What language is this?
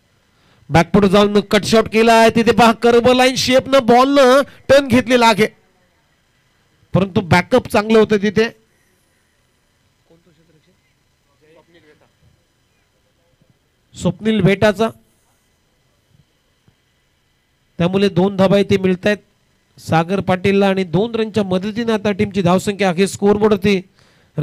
Marathi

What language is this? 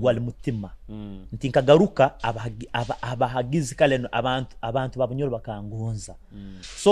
Nyoro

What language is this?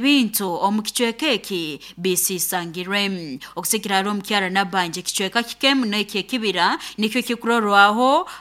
Nyoro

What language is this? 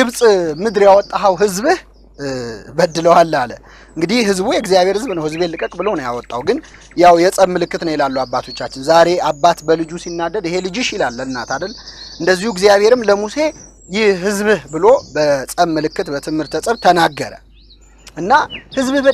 Amharic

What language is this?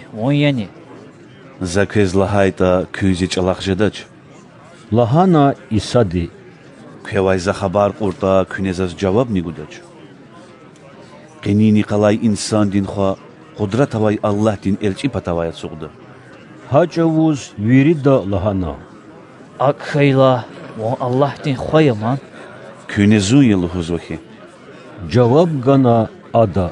Lezghian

